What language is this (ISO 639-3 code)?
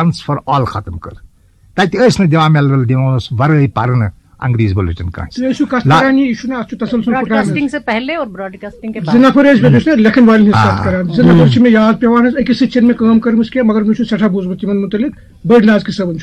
kas